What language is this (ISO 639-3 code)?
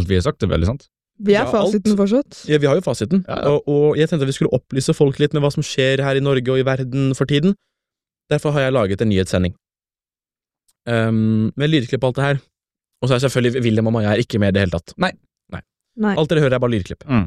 nor